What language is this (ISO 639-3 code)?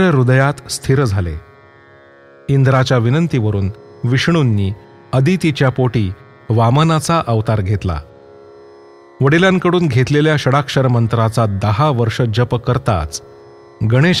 mar